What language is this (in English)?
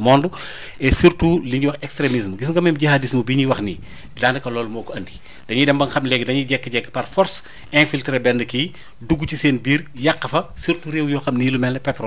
Wolof